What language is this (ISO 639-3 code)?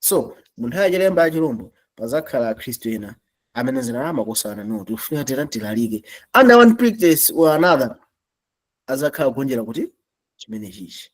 nya